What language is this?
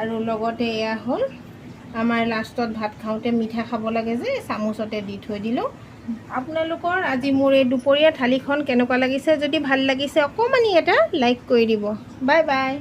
Assamese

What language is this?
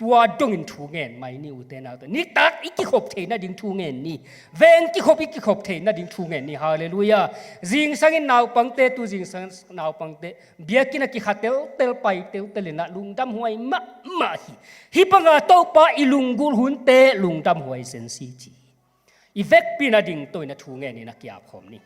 Tedim Chin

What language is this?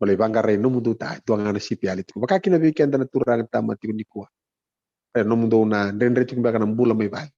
Fijian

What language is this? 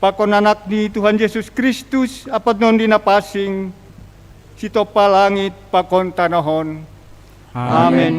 Batak Simalungun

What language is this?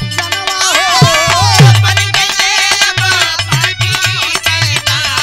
Bhojpuri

